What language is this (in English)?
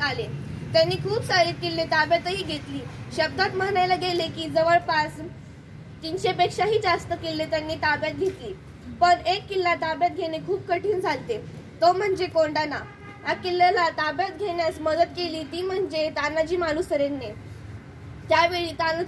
Marathi